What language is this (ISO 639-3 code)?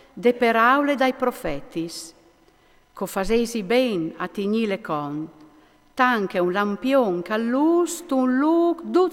fur